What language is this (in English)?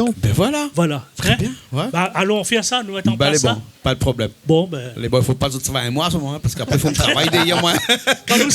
Réunion Creole French